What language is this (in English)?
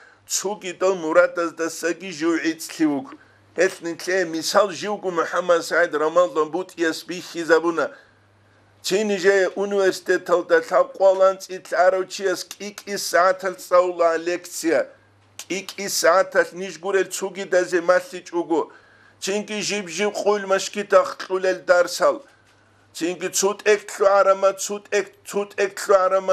Avaric